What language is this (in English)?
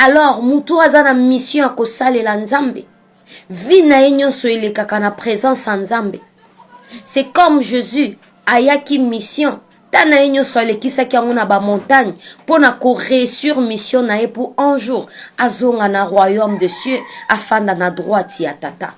Lingala